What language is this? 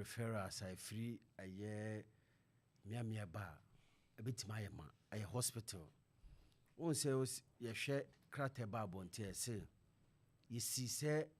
Akan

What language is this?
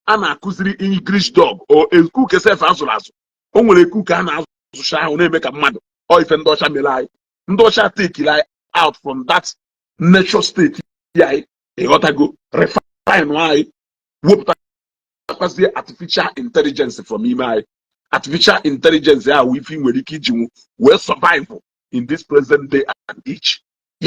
Igbo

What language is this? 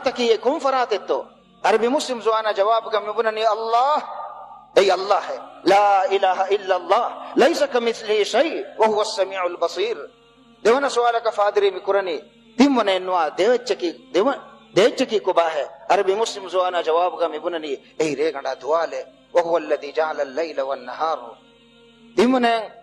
Divehi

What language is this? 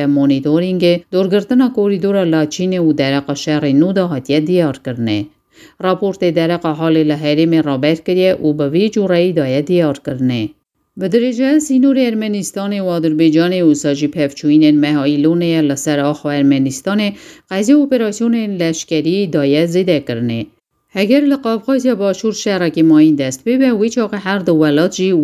Kurdish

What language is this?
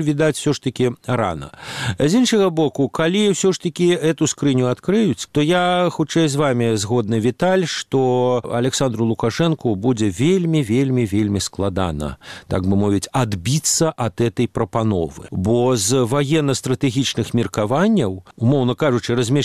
Belarusian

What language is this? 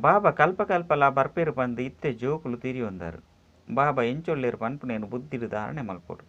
Tulu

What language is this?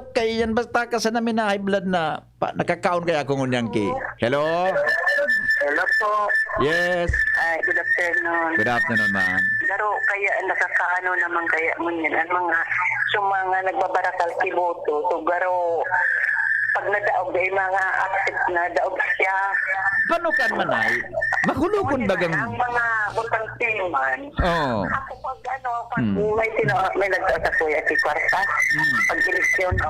Bikol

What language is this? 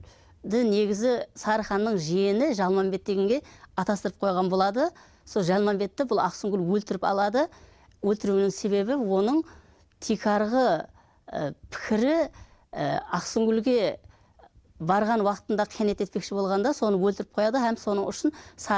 Kara-Kalpak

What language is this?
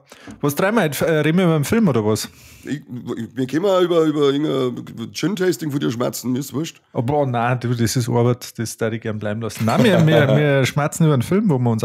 Bavarian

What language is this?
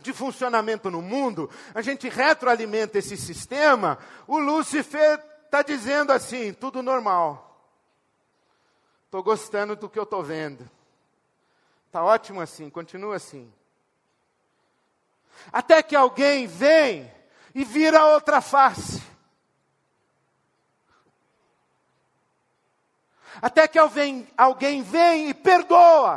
Portuguese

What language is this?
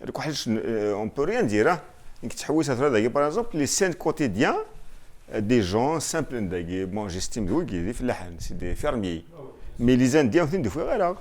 Kabyle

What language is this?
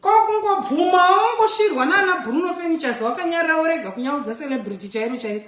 Shona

